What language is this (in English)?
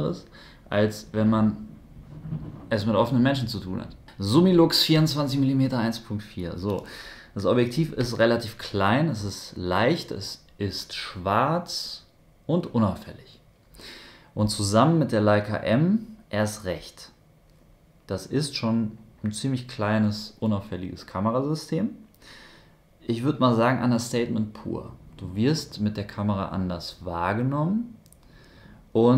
German